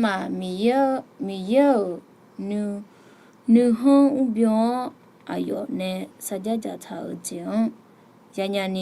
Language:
Akha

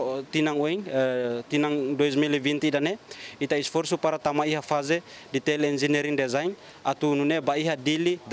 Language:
Tetum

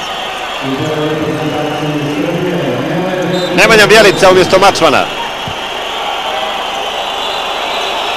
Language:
Serbian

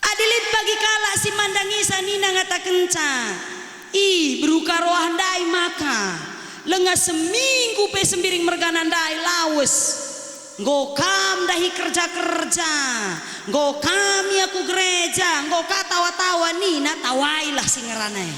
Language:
Batak Karo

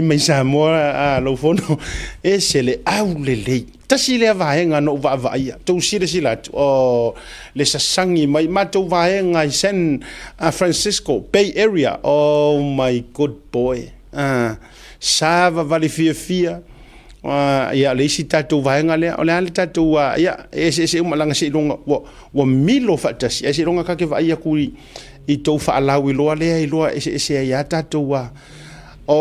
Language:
Samoan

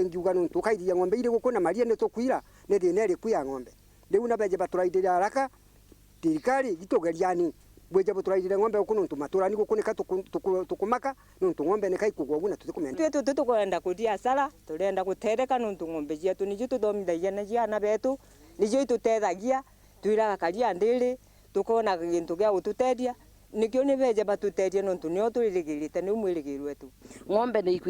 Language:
Meru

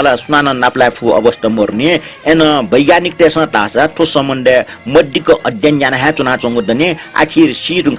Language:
Newari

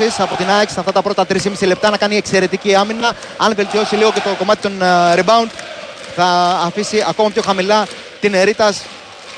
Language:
Greek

